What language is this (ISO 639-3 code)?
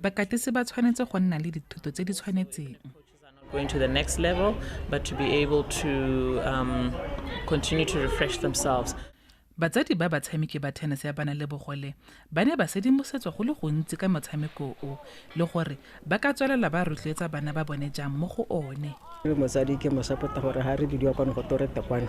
tsn